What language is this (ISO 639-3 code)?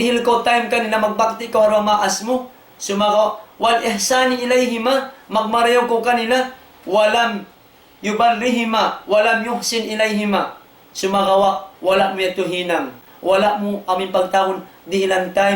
tsg